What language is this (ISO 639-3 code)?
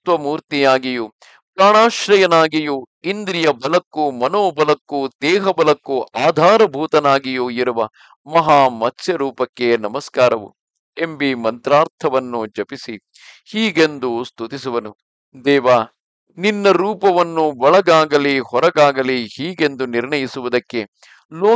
kan